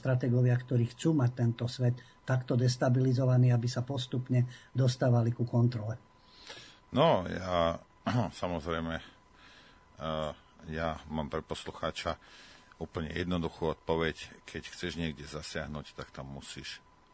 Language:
Slovak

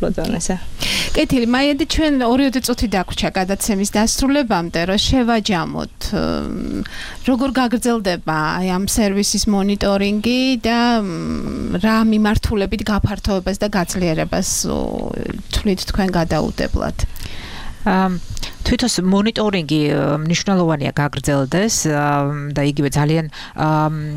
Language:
Georgian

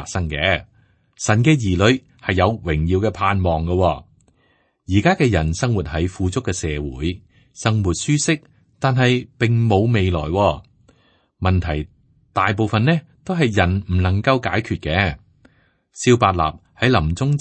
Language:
Cantonese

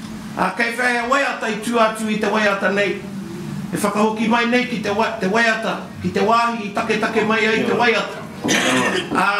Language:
Māori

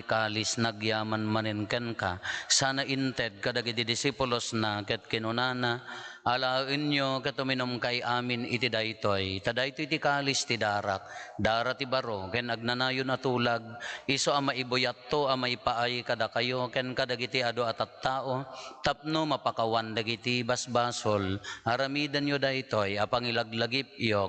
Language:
Iloko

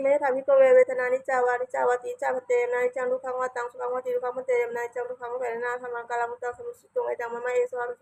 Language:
Pali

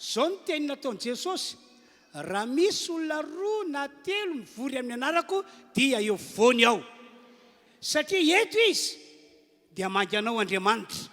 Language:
Malagasy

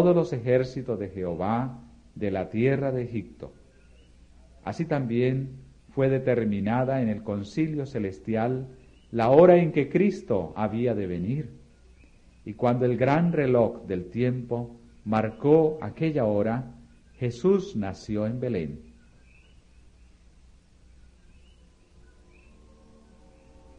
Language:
Spanish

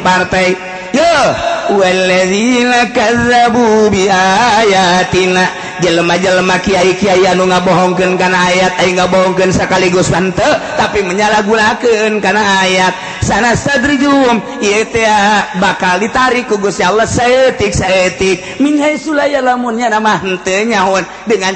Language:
Sundanese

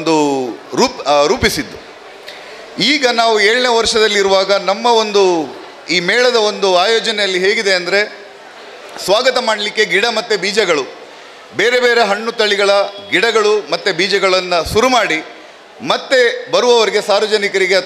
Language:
Kannada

